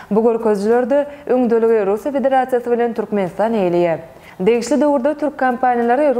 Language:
Turkmen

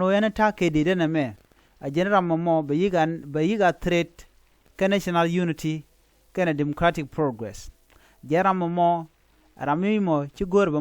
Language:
Nuer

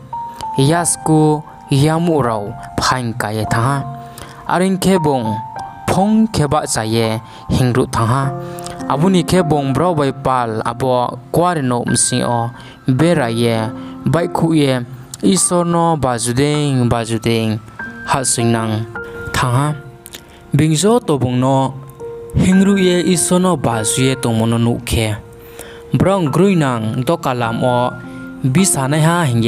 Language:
Riang (India)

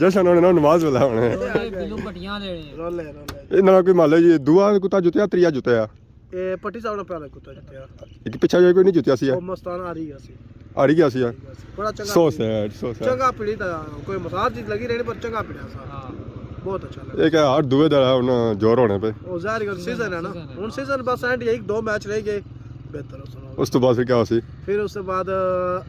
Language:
Pahari-Potwari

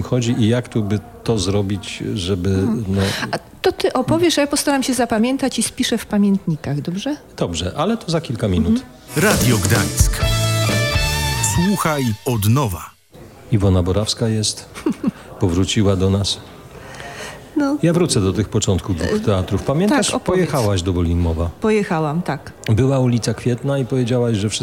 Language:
Polish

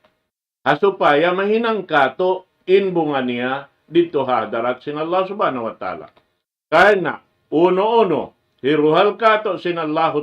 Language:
Tausug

